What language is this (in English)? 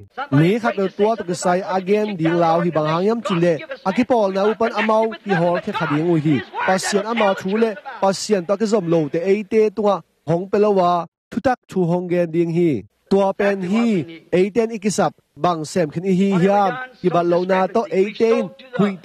Tedim Chin